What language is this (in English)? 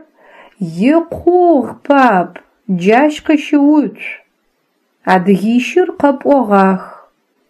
Adyghe